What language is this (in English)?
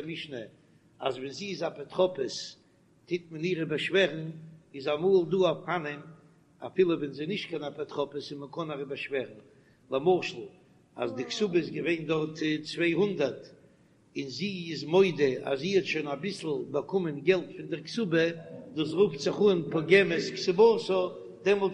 Yiddish